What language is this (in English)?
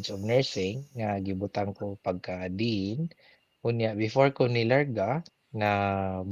Cebuano